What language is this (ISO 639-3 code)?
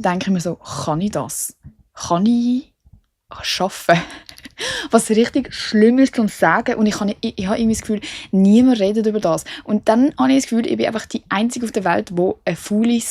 gsw